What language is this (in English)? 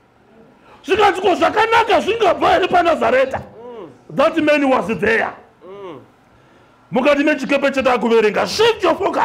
Shona